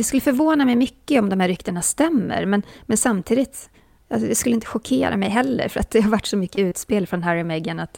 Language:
Swedish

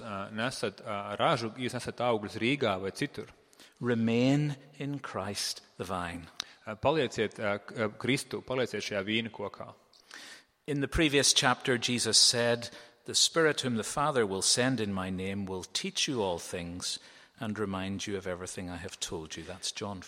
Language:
Latvian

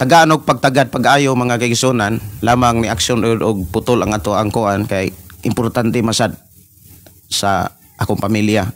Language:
Cebuano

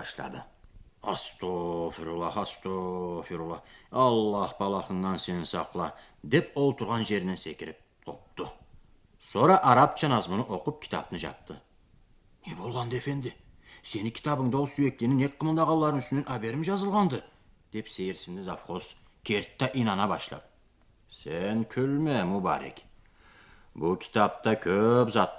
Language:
Karachay-Balkar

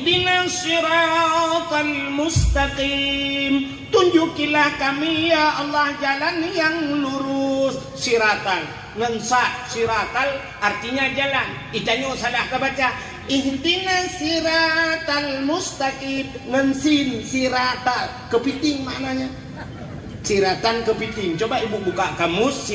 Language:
Achinese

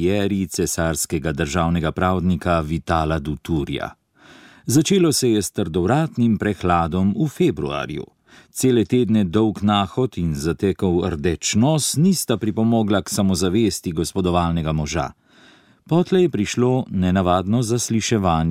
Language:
Slovenian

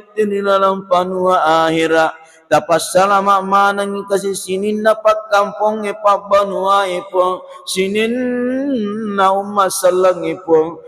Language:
Buginese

